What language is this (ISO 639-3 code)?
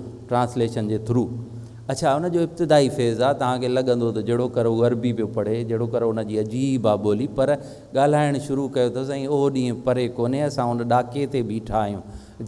snd